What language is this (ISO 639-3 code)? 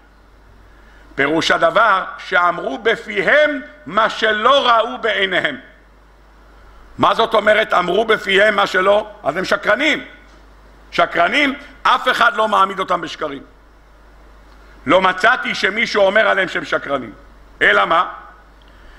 heb